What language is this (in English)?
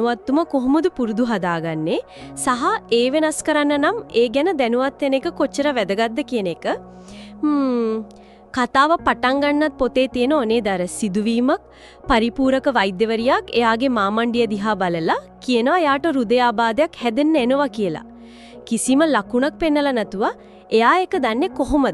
Sinhala